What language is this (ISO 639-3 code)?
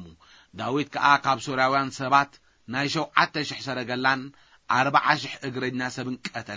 tir